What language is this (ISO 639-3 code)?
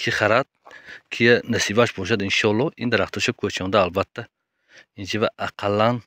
tgk